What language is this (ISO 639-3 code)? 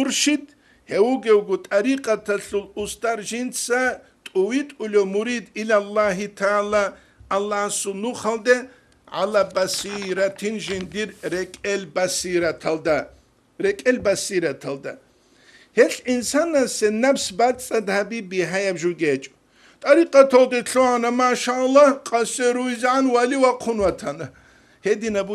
ava